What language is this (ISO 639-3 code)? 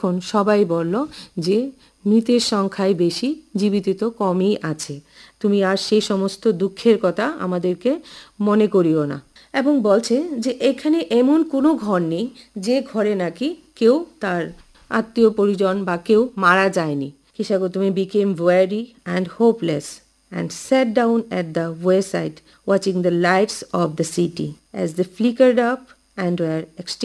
ben